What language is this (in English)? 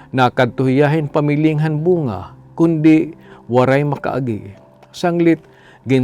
Waray